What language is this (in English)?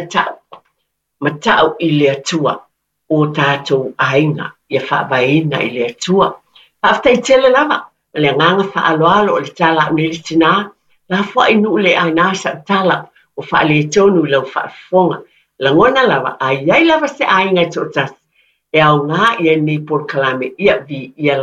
Samoan